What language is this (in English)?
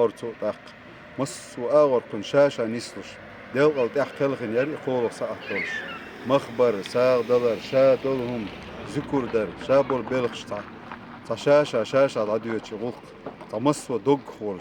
Chechen